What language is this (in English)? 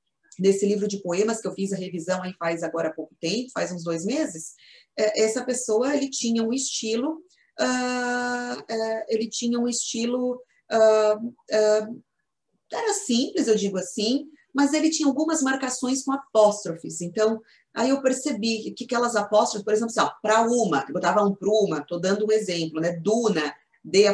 Portuguese